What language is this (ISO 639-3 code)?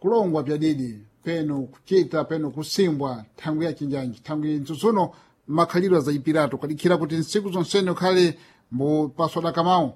seh